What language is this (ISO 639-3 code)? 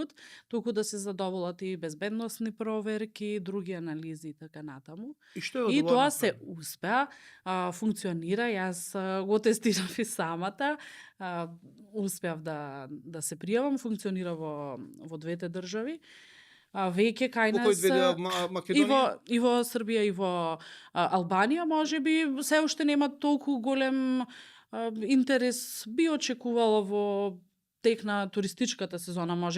mkd